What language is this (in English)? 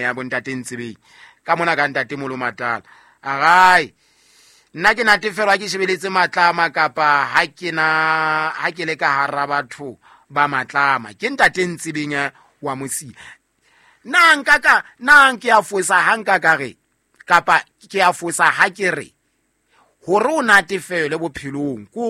Southern Sotho